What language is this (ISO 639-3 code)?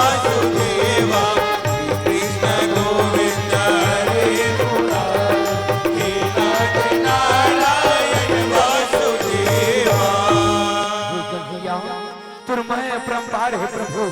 hne